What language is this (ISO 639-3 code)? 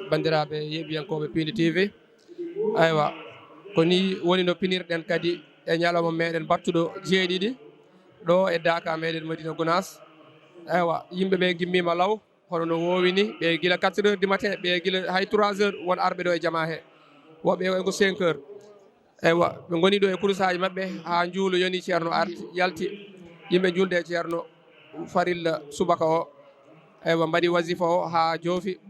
ful